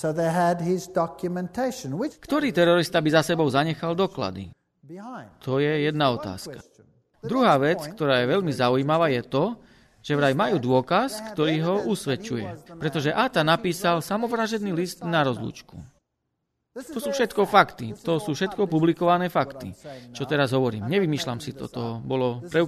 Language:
Slovak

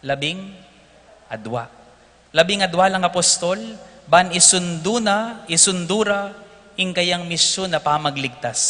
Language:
Pampanga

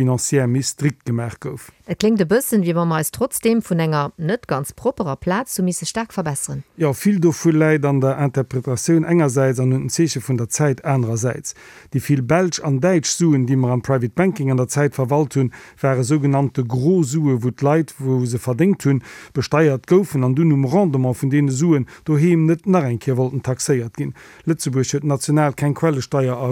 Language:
Luxembourgish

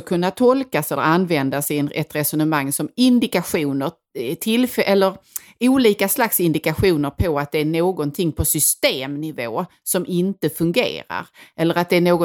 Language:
Swedish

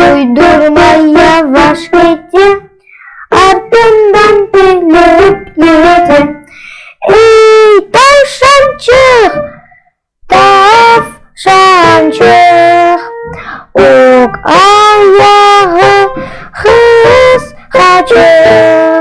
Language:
Crimean Tatar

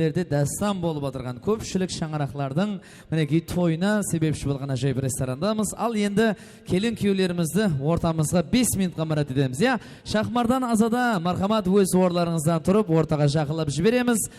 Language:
Kara-Kalpak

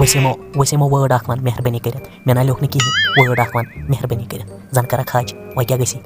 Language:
Kashmiri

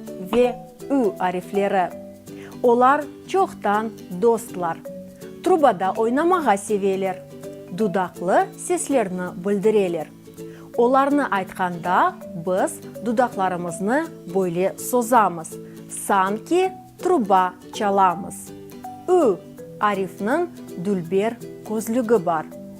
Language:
Crimean Tatar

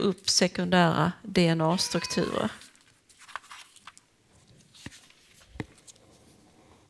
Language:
Swedish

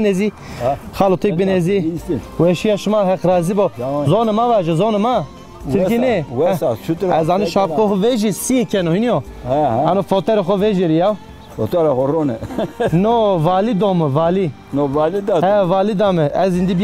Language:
Zaza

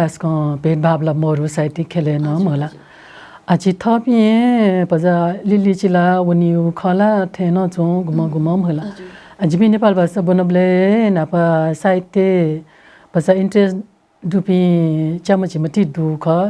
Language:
Newari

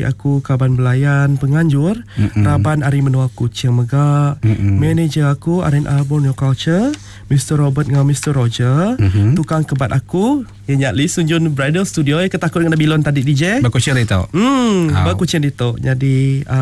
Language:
Iban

